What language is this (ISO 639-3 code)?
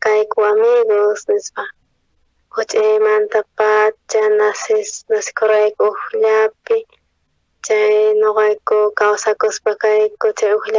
quh